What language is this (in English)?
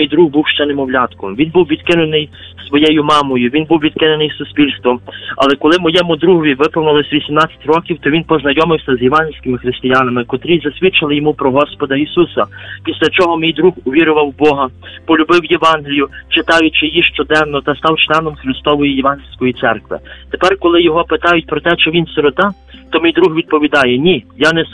Ukrainian